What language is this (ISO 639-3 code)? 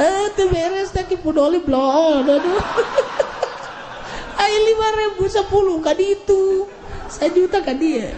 sun